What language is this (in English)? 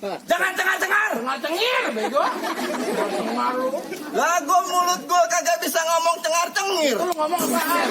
Betawi